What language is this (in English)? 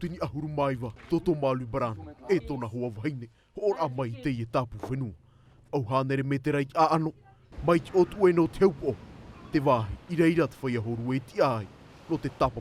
Tahitian